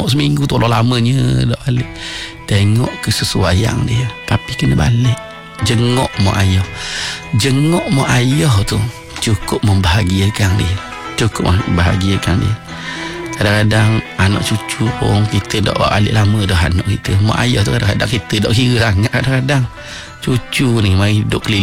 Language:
Malay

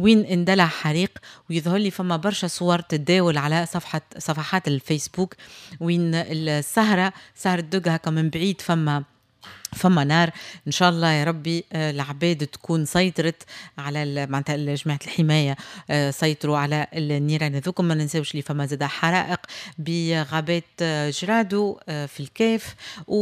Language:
Tunisian Arabic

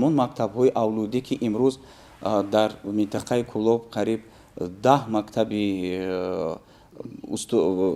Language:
Tajik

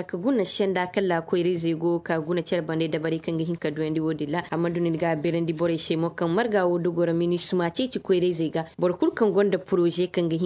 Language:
Koyraboro Senni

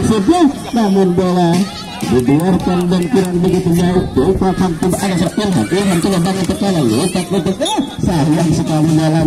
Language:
Indonesian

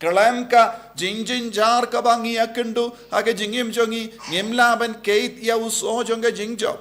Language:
Khasi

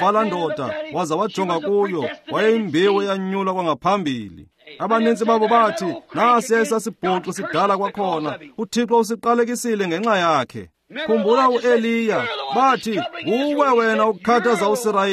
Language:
Xhosa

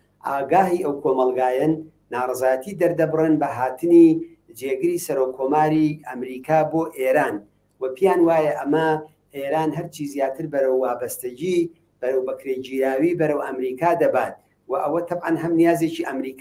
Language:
Central Kurdish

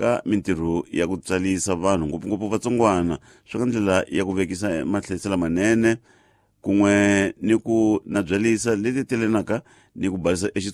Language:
Tsonga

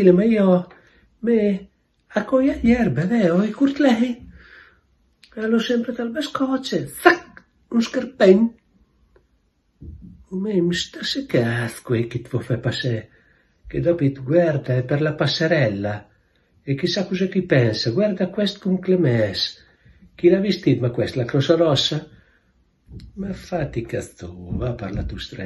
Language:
Italian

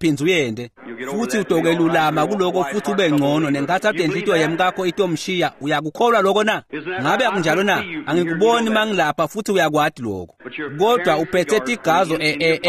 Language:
Swati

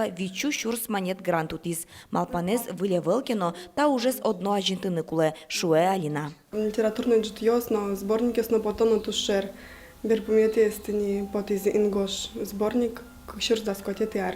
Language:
Udmurt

